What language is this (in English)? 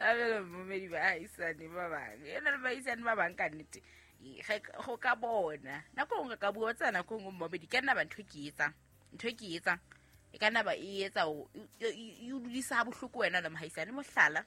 Southern Sotho